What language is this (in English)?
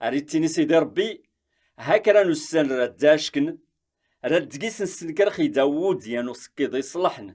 Kabyle